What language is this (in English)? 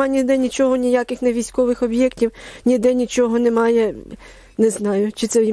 Ukrainian